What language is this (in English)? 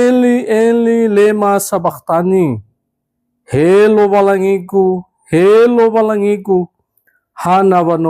Nias